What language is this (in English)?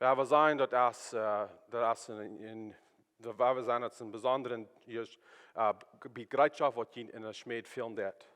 Plautdietsch